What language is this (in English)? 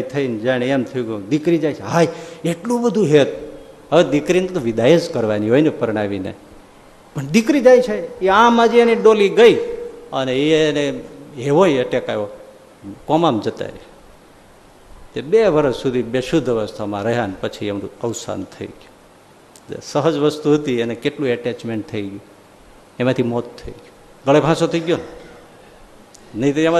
Gujarati